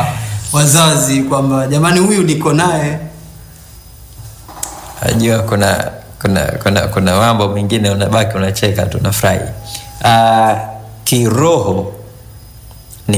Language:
Swahili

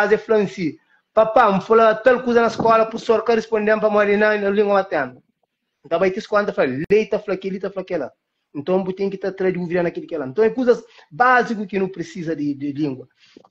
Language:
Kabuverdianu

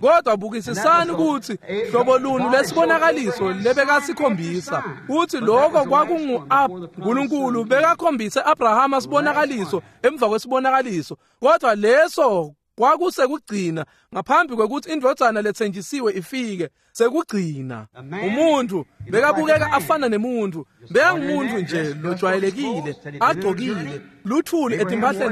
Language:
Swati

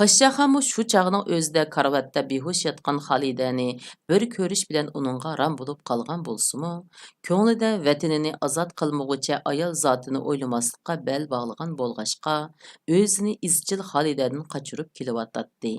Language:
Uyghur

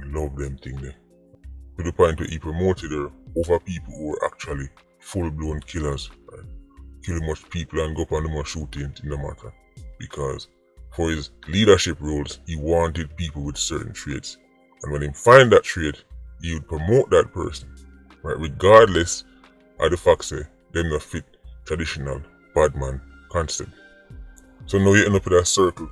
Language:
Jamaican Creole English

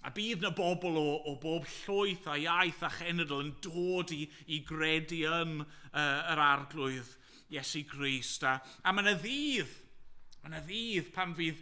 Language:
Welsh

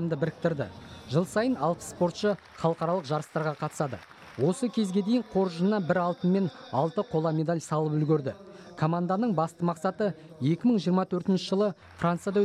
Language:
Kazakh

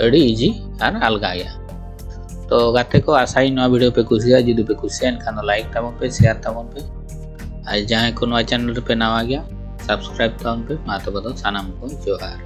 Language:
Santali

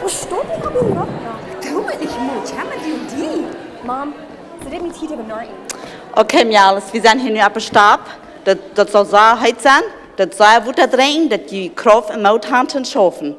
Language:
Plautdietsch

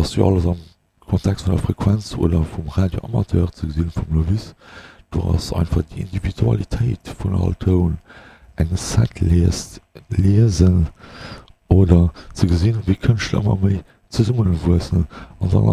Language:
Luxembourgish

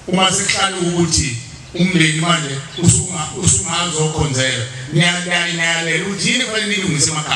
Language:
Zulu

